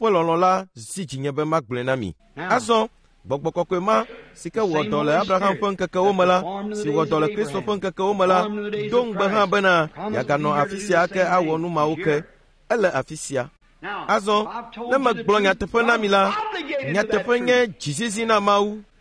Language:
Ewe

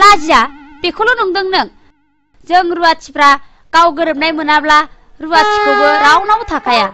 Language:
Bodo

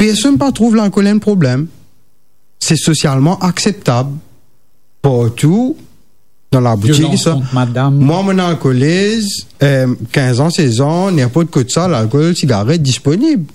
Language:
Morisyen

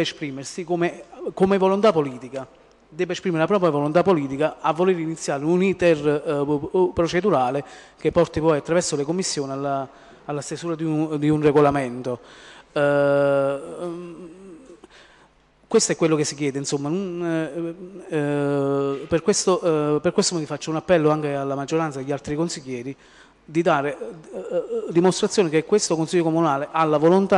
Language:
Italian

